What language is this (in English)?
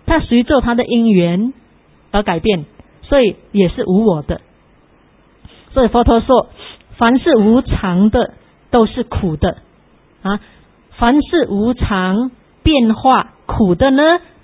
Chinese